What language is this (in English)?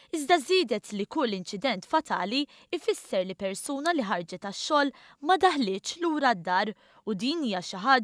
Maltese